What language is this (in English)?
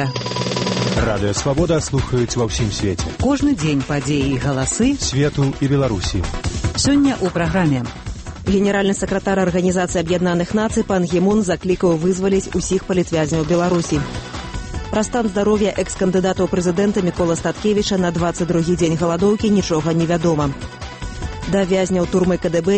Belarusian